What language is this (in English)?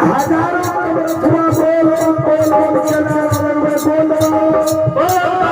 Maithili